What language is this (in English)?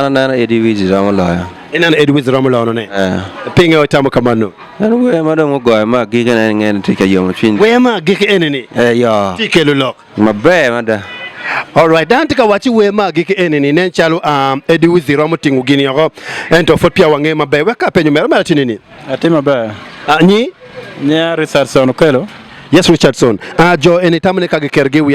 Acoli